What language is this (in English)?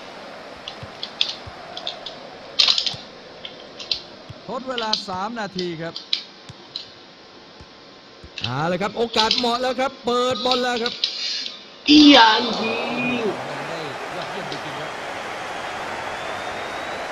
Thai